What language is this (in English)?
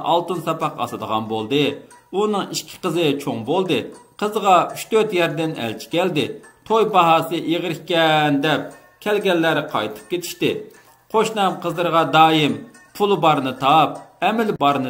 Uyghur